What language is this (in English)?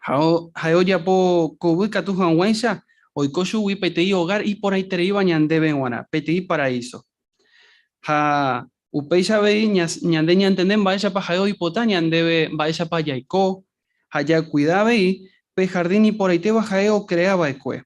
Guarani